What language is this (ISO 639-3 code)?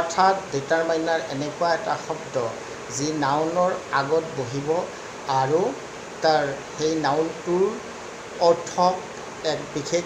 asm